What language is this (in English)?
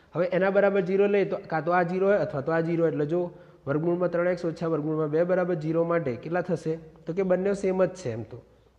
Gujarati